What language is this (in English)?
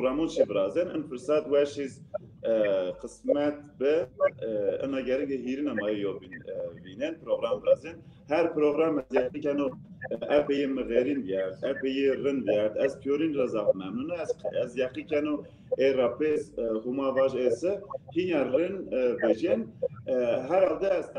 Zaza